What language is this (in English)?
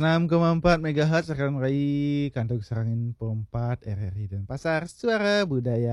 Balinese